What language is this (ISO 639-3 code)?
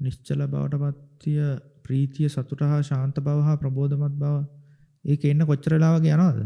sin